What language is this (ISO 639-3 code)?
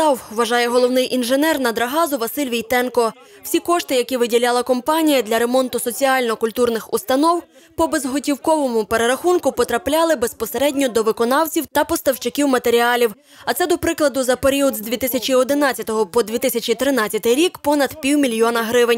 ukr